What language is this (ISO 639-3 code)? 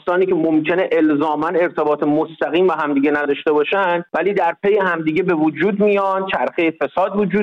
fas